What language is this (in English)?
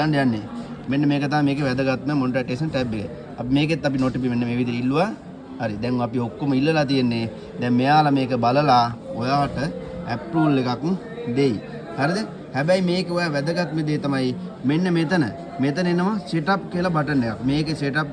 Sinhala